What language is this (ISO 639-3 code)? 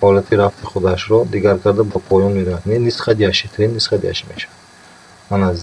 tgk